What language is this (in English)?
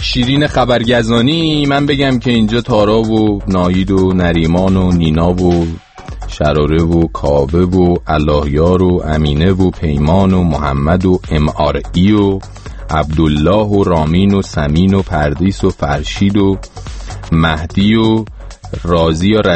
Persian